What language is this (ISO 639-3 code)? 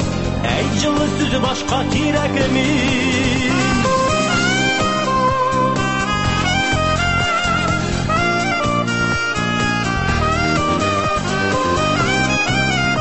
tat